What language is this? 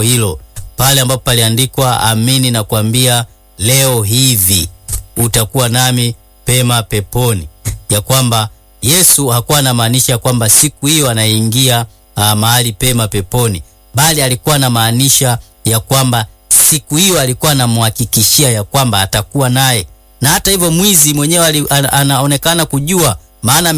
Swahili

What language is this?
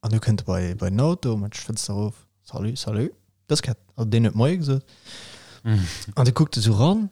Luxembourgish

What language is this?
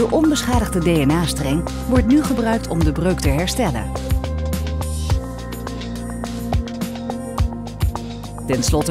Dutch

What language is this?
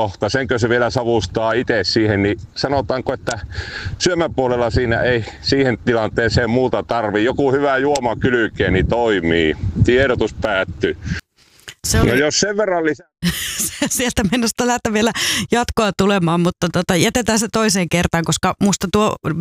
Finnish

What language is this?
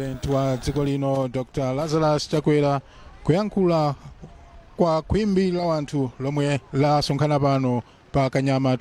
Nyanja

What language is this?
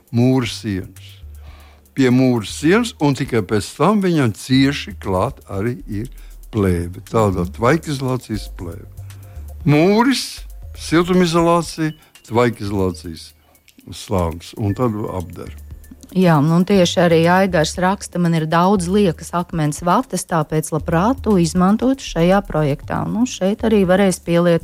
Latvian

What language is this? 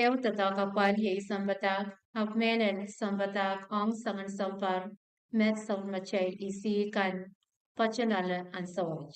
Pohnpeian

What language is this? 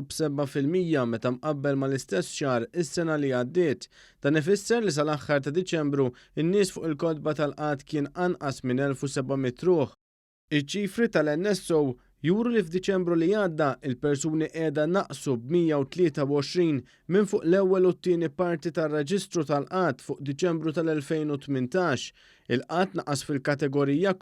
Maltese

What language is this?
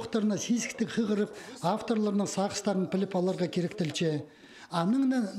Khakas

